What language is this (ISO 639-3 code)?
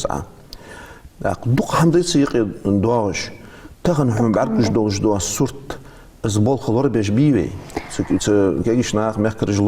inh